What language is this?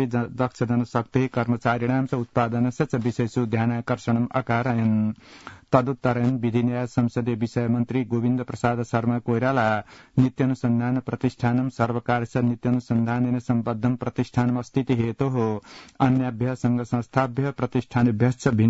Sanskrit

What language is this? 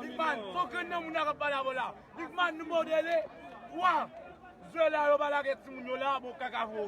Haitian Creole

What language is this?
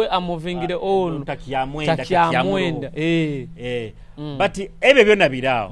Nyoro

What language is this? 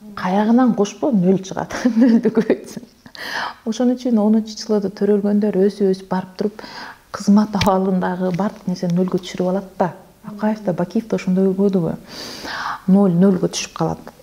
Kyrgyz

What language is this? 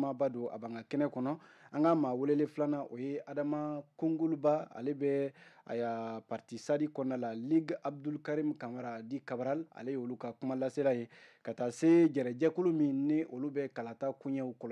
Bambara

